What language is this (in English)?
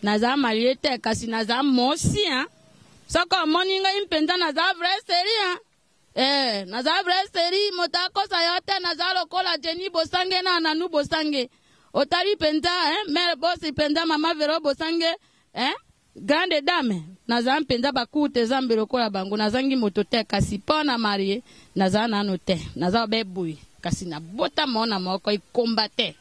Lingala